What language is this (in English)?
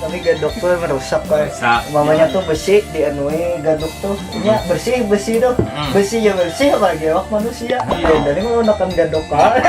Banjar